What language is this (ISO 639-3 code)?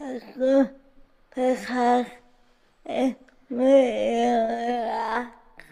eng